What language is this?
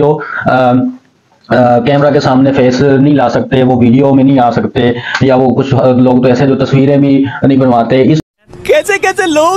Hindi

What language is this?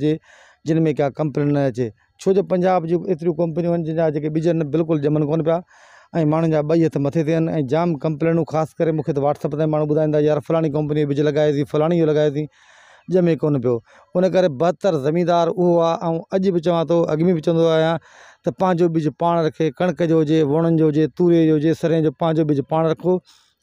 Sindhi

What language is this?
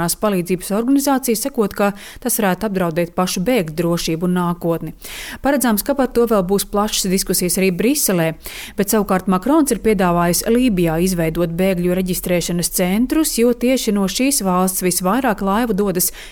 Latvian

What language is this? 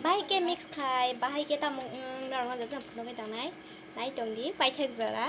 Kok Borok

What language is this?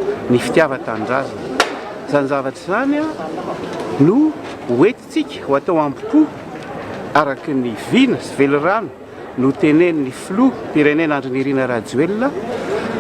Malagasy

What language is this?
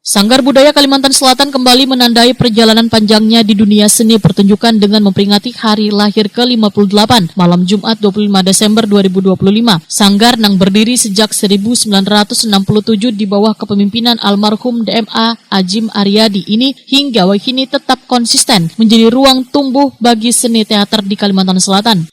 Banjar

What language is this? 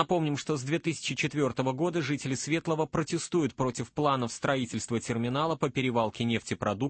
Russian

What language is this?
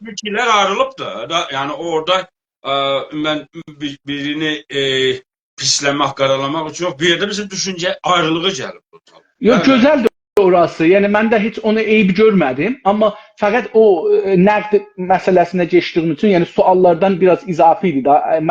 South Azerbaijani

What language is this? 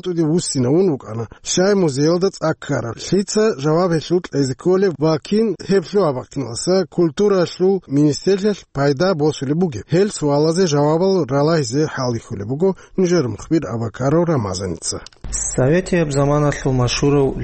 Avaric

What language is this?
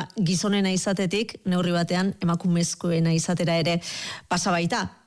Basque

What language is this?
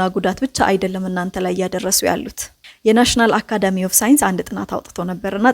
Amharic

